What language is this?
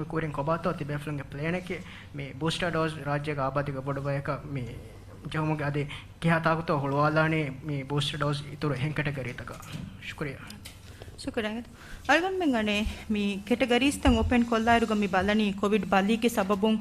Divehi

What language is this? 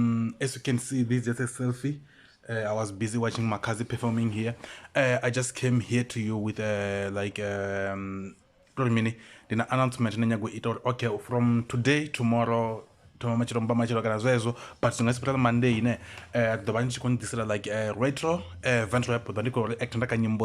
Venda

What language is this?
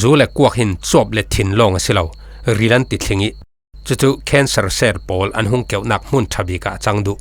Falam Chin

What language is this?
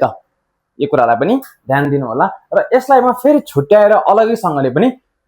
Nepali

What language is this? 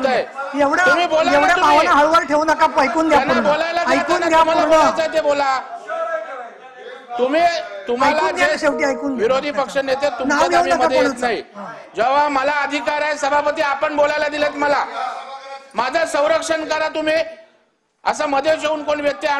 Marathi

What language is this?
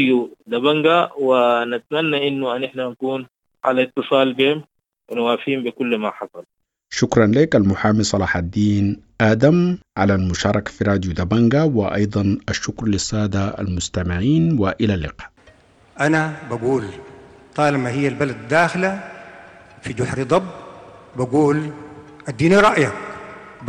Sudanese Arabic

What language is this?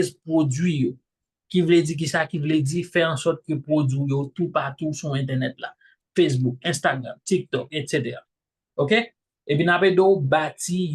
Haitian Creole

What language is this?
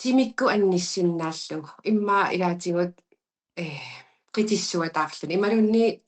Kalaallisut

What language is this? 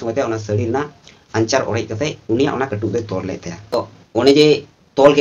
Santali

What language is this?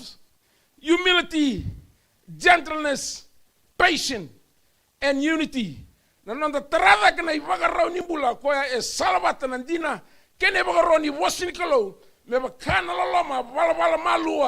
Fijian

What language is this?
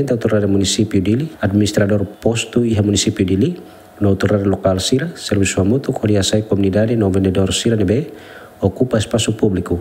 Tetum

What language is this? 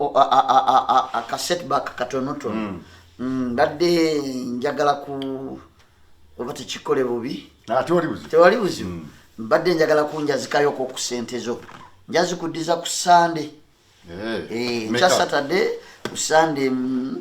Ganda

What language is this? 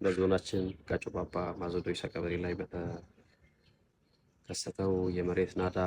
Amharic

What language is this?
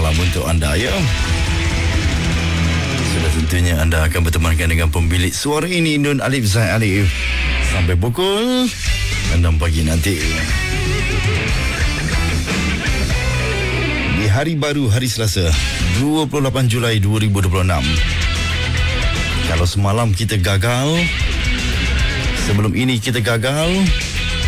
Malay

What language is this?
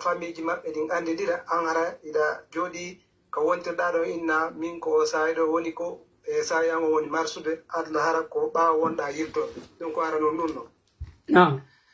Pular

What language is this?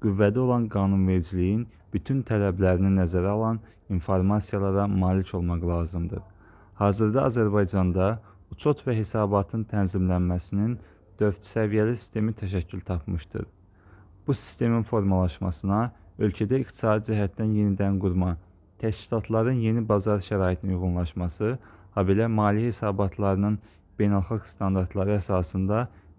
Azerbaijani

